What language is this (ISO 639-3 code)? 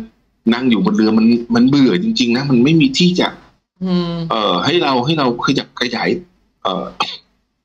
tha